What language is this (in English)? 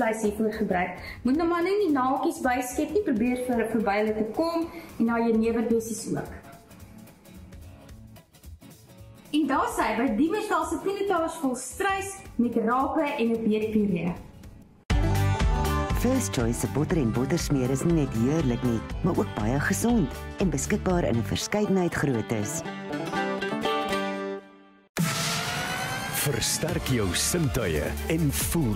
Afrikaans